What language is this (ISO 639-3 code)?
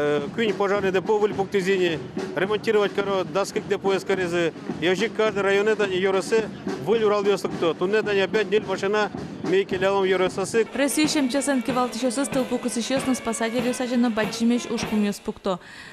udm